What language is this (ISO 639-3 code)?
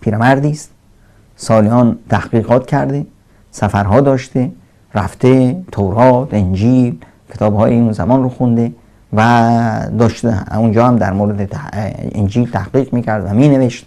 fas